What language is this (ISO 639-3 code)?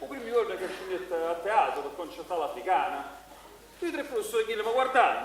nap